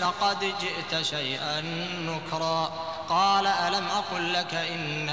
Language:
Arabic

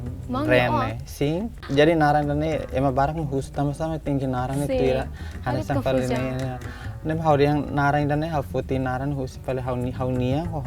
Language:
Tetum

